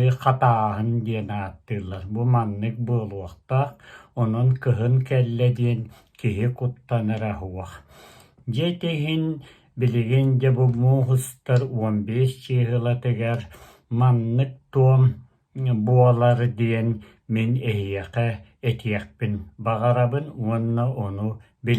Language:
Yakut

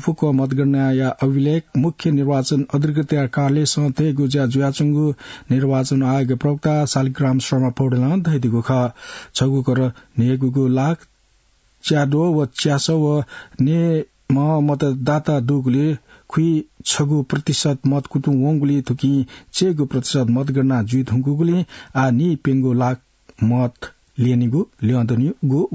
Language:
Newari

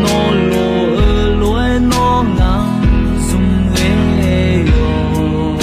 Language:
Akha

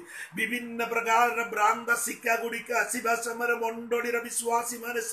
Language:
Odia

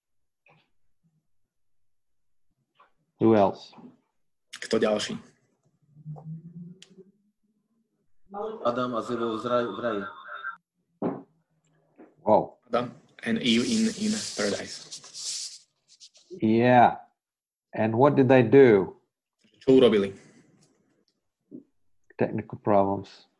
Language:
Slovak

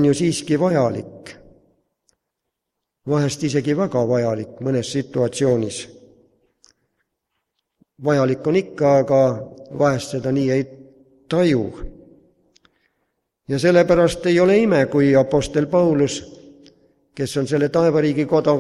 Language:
Estonian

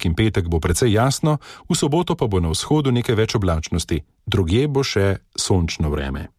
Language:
Slovenian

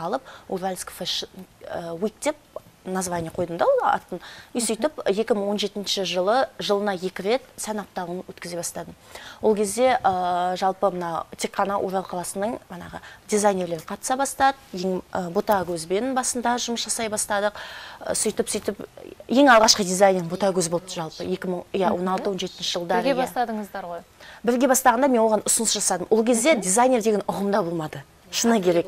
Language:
Kazakh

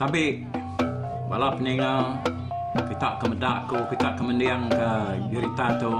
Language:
Iban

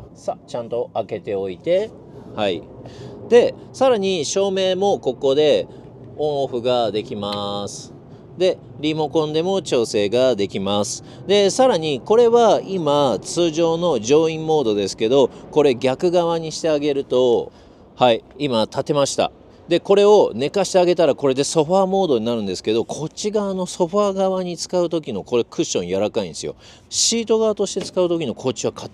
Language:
Japanese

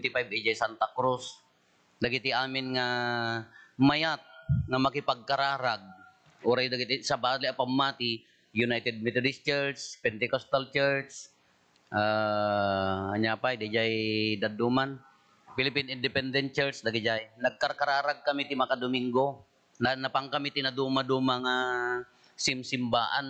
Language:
Iloko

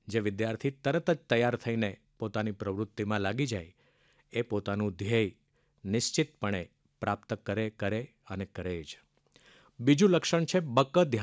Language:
Gujarati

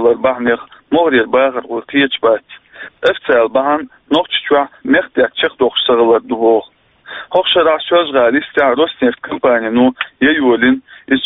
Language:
Chechen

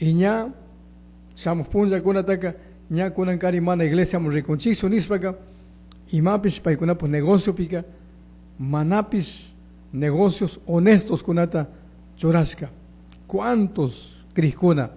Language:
Chimborazo Highland Quichua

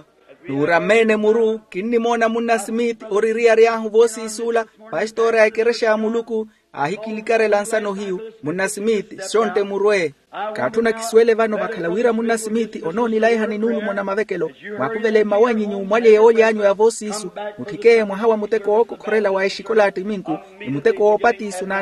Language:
Makhuwa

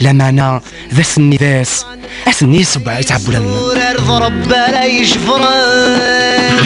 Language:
Kabyle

